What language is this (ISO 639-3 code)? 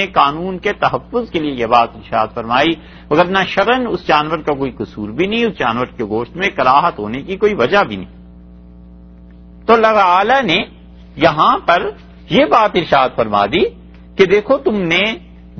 urd